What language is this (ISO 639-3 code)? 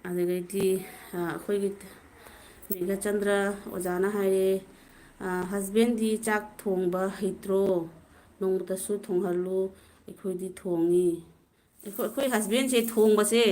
mni